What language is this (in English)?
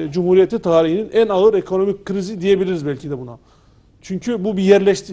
Turkish